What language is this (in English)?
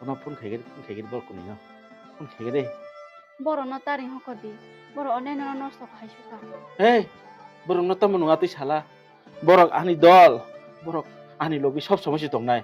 Kok Borok